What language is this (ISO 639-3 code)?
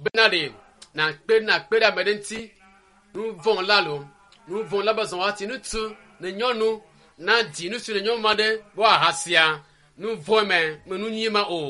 ewe